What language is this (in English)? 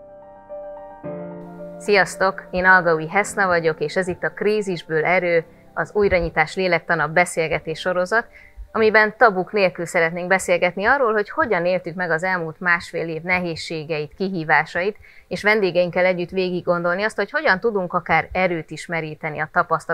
Hungarian